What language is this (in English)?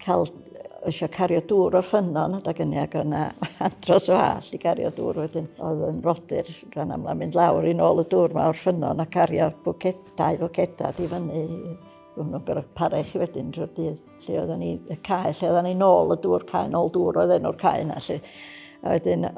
Welsh